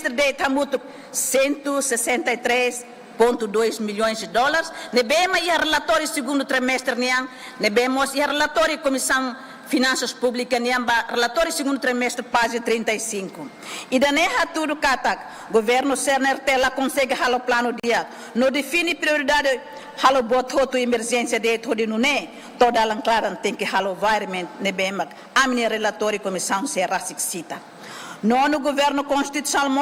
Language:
Tetum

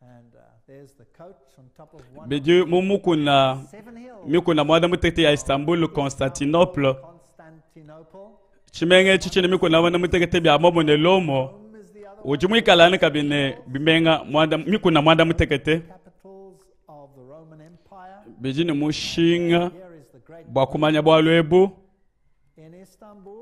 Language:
Luba-Lulua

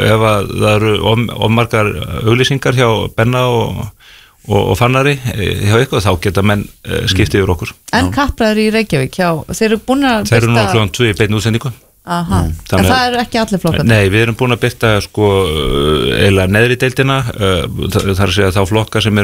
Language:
Icelandic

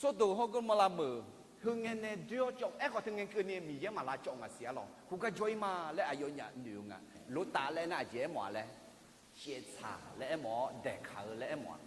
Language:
Akha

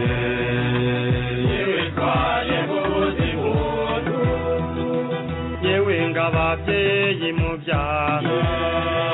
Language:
Kinyarwanda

